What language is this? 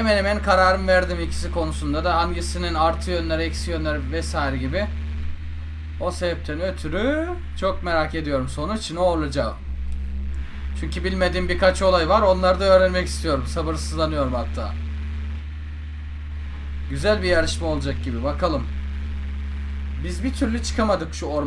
Turkish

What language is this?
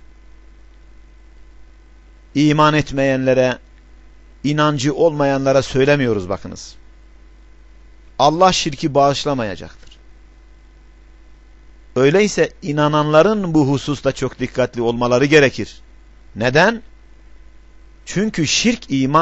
Turkish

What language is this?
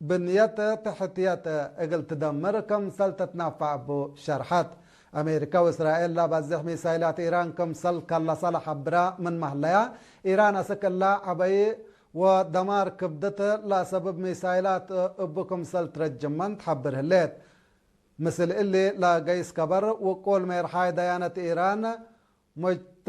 Tigre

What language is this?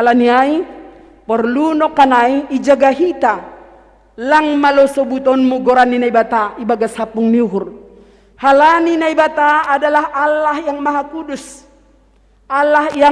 Batak Simalungun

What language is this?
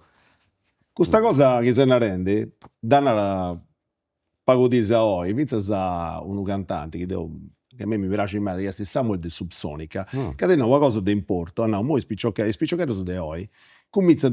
Sardinian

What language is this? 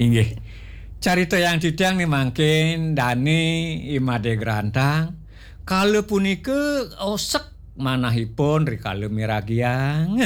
Balinese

